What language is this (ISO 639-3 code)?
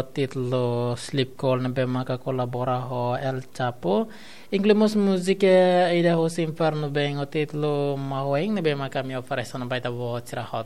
tet